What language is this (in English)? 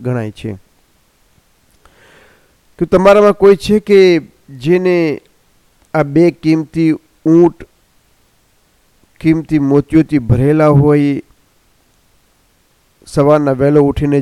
Gujarati